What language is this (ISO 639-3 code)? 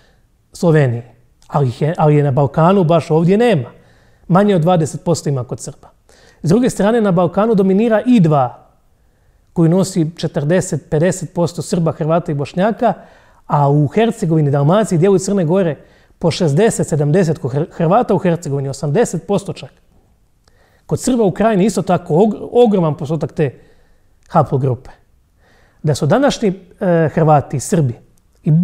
hrv